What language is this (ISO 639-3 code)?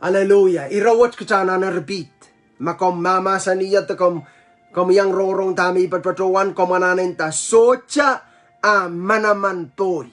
pon